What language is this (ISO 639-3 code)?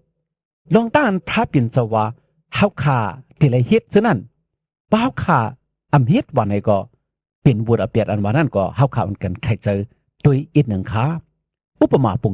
shn